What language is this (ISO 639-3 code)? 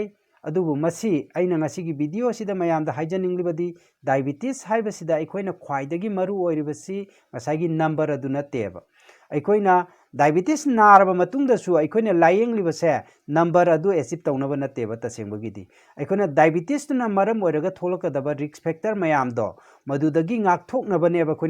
mni